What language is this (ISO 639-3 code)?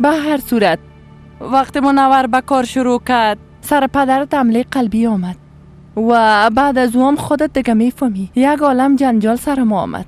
fas